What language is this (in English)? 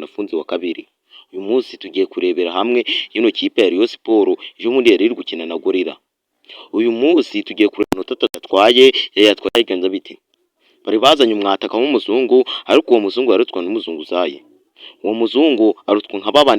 Kinyarwanda